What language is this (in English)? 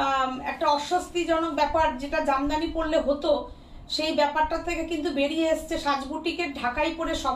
Bangla